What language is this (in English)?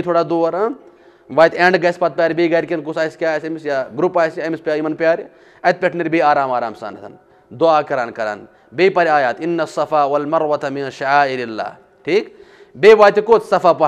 Kashmiri